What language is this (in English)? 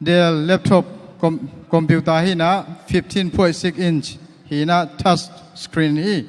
Tedim Chin